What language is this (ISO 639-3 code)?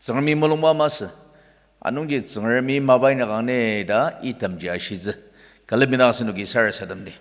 njo